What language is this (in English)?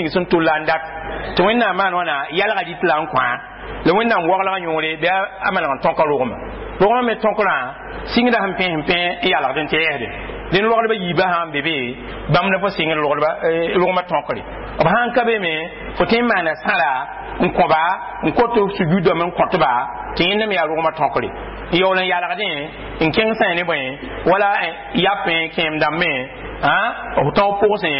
Mossi